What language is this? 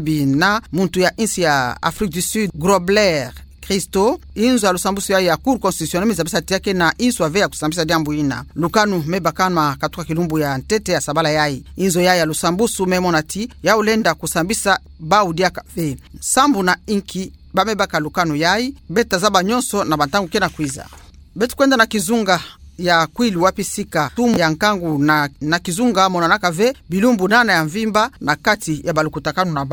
Kituba (Democratic Republic of Congo)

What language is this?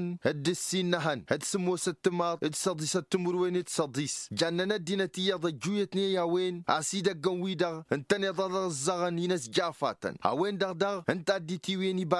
Tamasheq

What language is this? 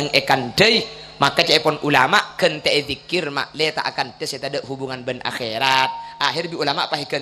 Madurese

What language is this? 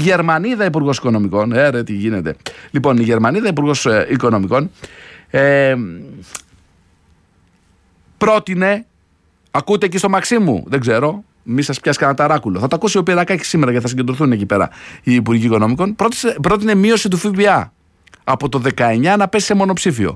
Greek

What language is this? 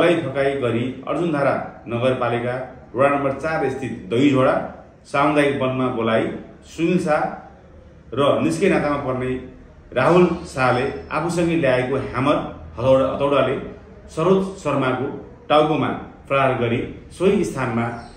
Nepali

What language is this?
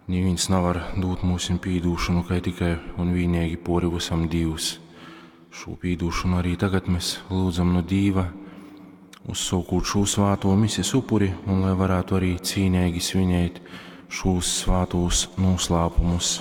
Latgalian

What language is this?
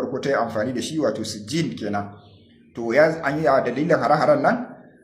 Hausa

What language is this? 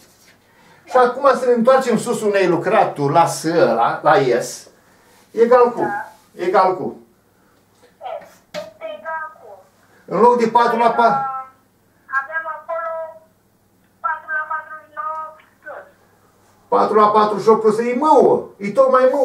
Romanian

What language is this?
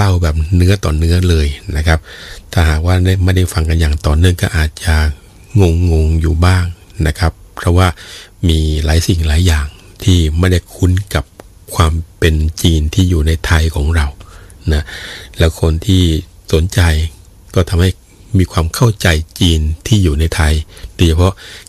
Thai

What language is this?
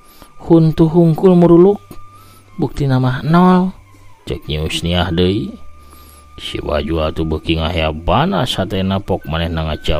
Sundanese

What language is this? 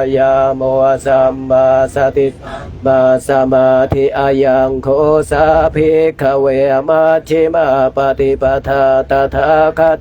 Pali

